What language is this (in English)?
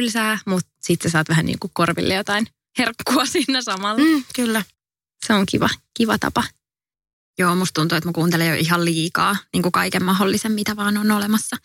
Finnish